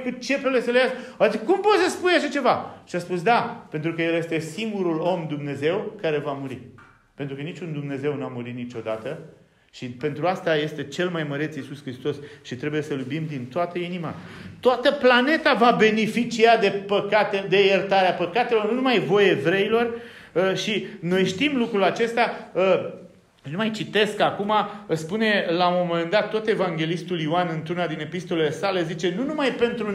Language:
Romanian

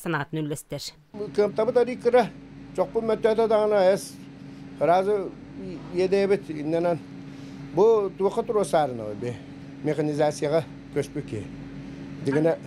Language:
Yakut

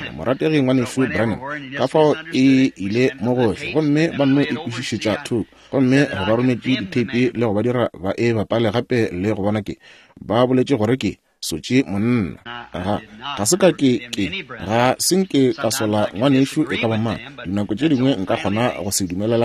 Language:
Northern Sotho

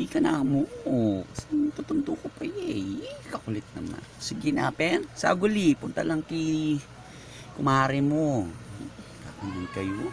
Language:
Pampanga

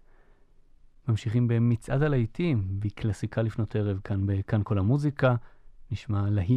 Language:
Hebrew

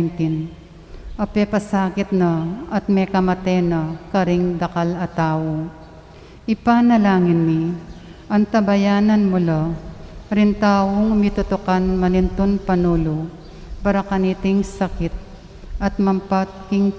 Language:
Pampanga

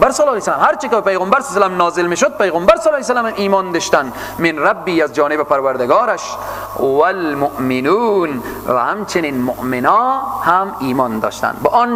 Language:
Persian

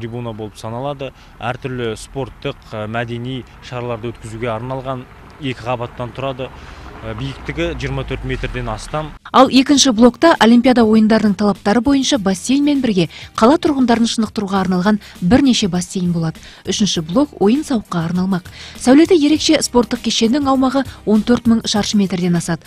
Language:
Kazakh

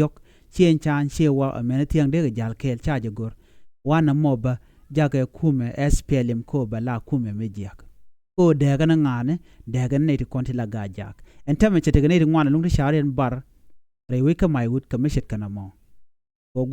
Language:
Nuer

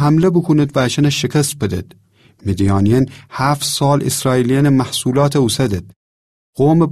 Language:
Gilaki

